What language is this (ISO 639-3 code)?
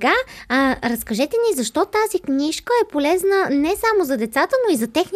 bul